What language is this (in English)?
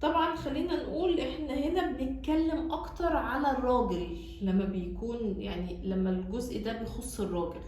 Egyptian Arabic